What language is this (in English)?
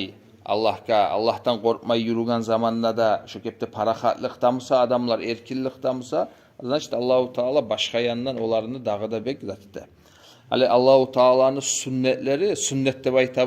Kumyk